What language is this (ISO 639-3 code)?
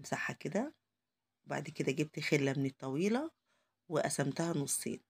arz